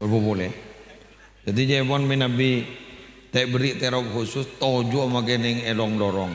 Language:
Madurese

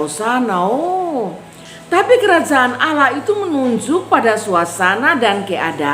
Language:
Kupang Malay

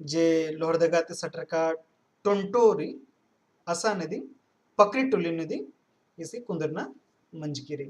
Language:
Kurukh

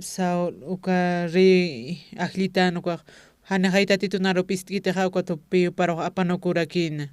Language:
Aymara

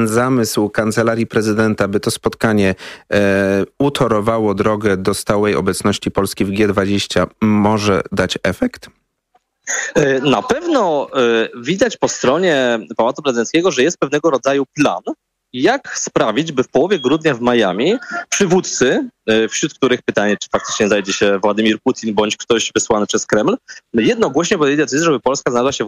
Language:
Polish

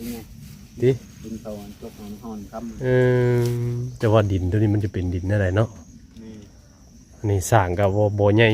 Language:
Northeastern Thai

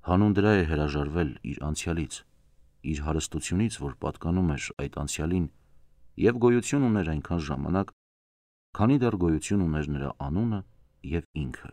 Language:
Armenian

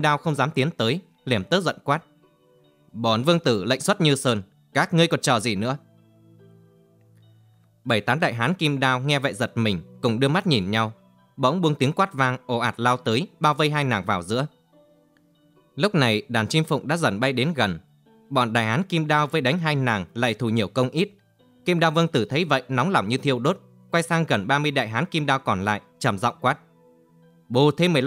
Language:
Vietnamese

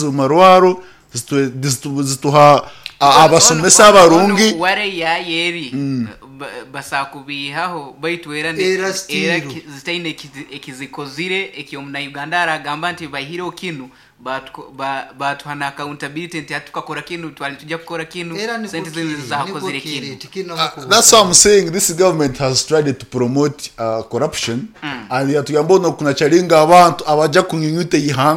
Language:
Nyoro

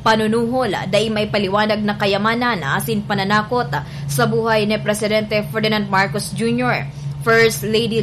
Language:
Bikol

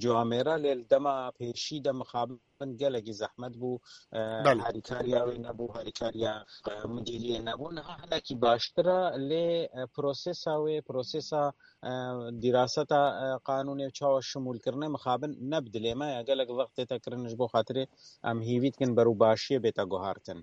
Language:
Kurdish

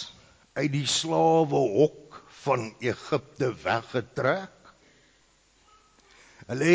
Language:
Afrikaans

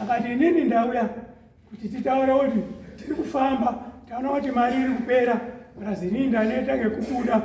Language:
Shona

